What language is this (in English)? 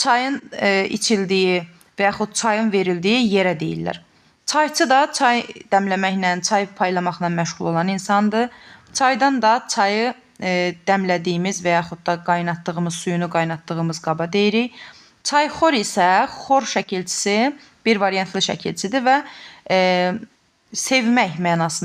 Azerbaijani